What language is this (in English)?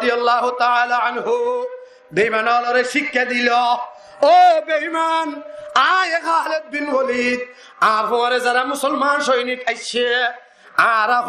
Rohingya